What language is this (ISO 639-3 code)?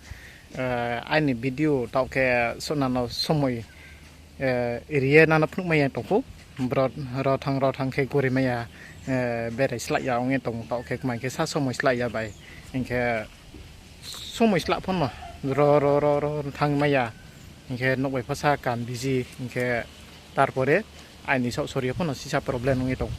ria